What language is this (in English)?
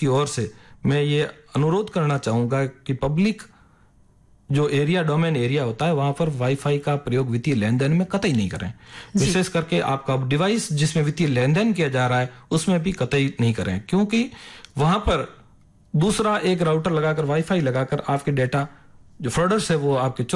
Hindi